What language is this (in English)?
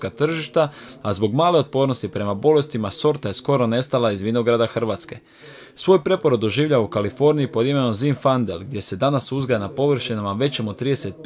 Croatian